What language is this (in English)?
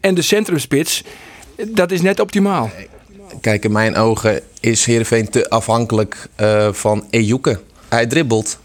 Western Frisian